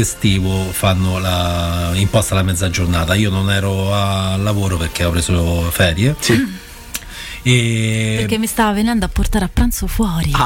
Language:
Italian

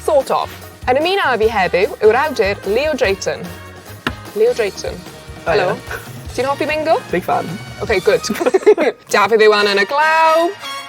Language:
Welsh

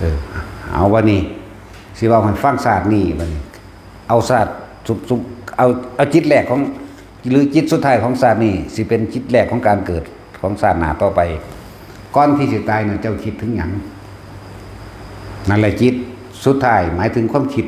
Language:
Northeastern Thai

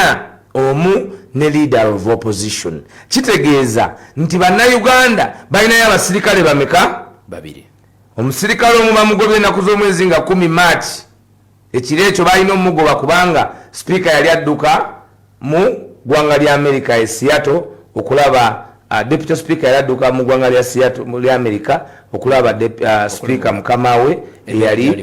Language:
Ganda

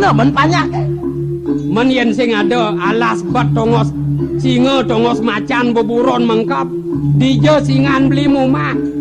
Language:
Balinese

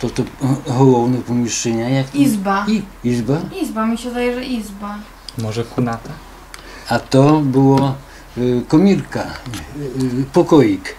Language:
Rusyn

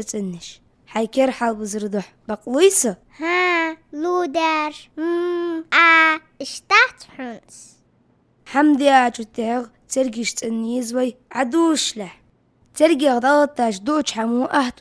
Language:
Ingush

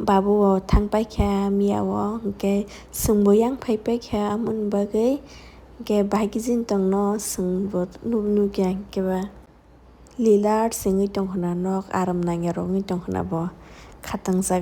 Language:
Kok Borok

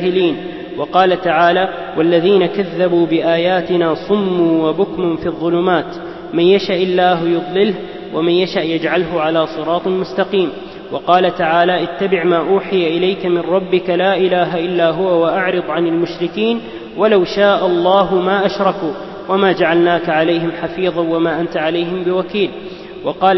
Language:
Arabic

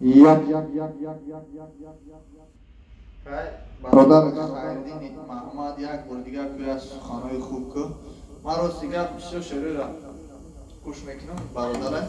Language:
Tajik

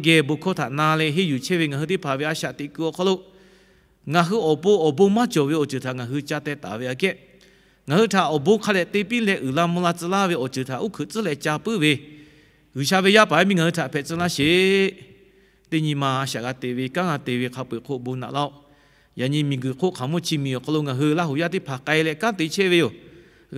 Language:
Lahu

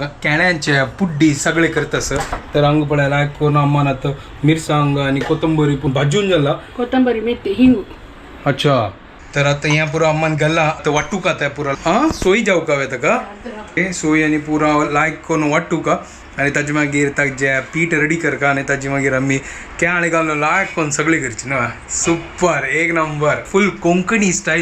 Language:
Konkani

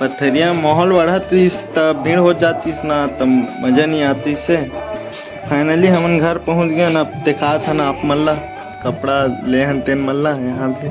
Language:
Chhattisgarhi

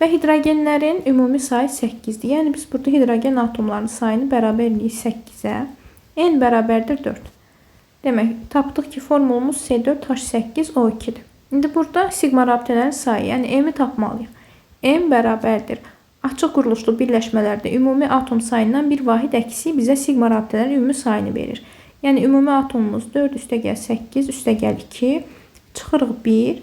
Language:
Azerbaijani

